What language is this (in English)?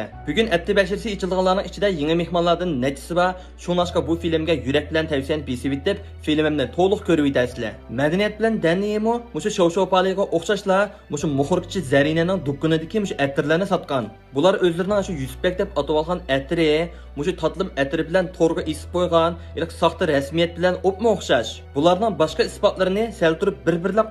Uyghur